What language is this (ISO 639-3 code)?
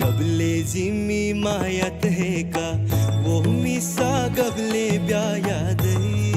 new